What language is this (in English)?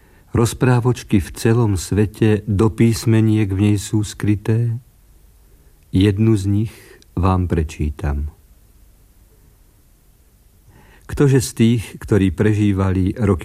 Slovak